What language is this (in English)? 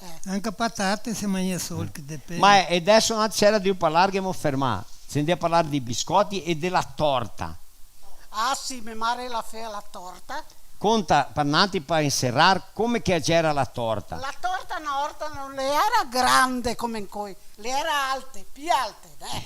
Venetian